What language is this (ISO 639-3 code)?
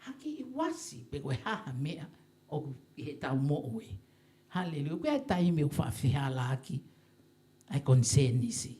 ton